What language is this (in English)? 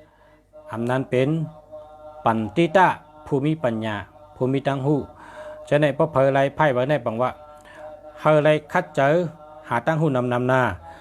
Shan